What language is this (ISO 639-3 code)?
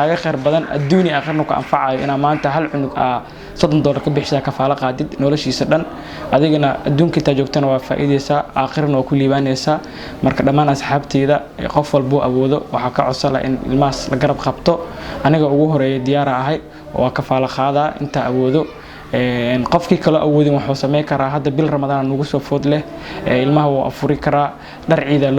som